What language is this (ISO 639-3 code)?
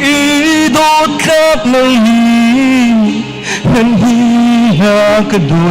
cnh